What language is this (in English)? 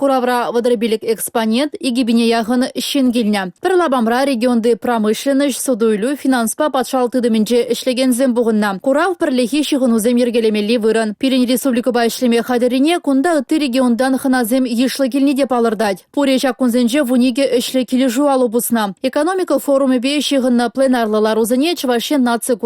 Chuvash